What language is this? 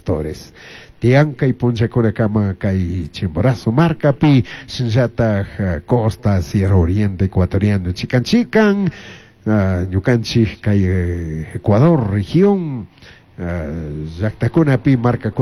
Chimborazo Highland Quichua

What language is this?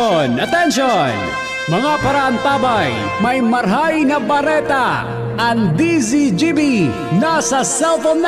Bikol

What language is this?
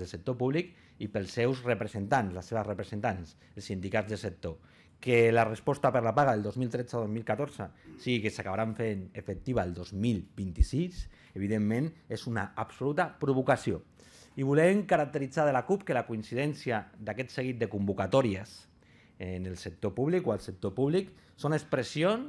Catalan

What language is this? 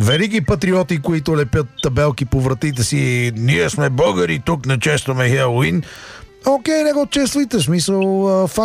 Bulgarian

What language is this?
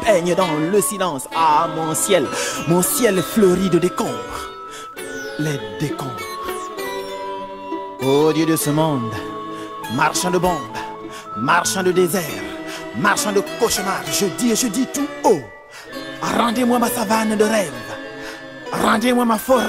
French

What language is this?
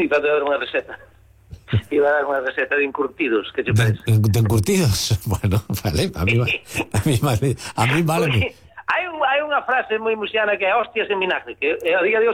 Galician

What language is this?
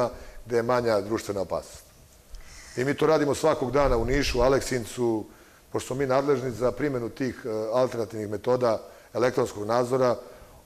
Serbian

